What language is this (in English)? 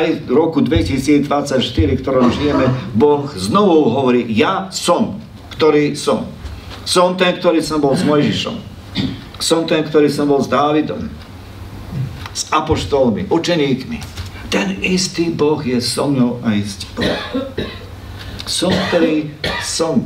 Slovak